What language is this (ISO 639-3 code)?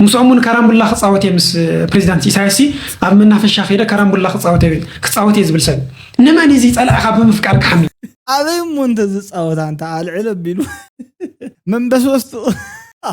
tir